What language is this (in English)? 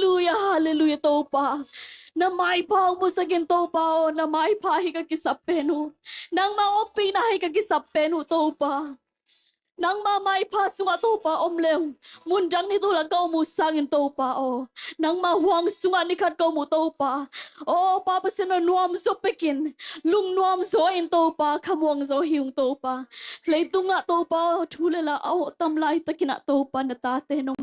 Tedim Chin